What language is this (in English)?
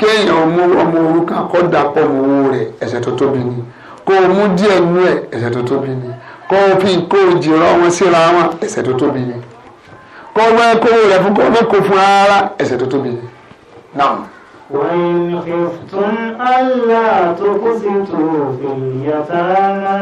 Yoruba